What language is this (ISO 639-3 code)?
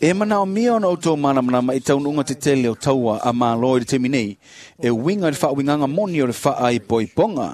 smo